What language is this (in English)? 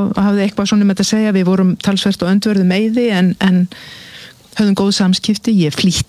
Icelandic